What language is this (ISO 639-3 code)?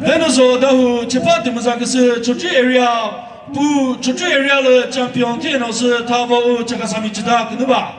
nri